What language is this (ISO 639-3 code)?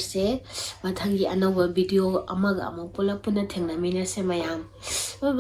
mni